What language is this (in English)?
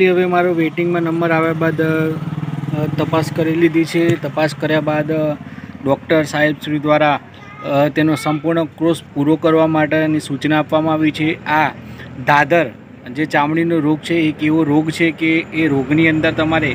Gujarati